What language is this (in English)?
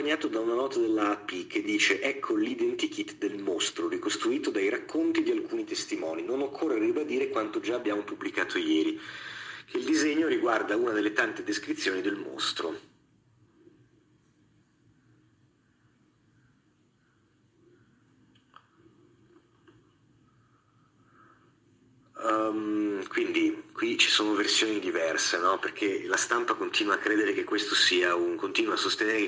Italian